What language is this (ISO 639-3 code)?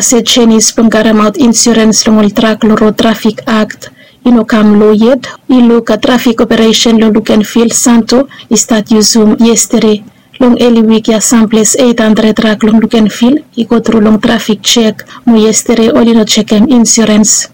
bis